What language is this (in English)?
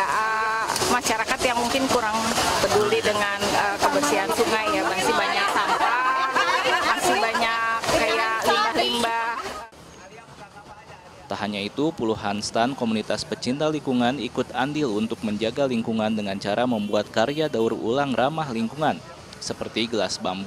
Indonesian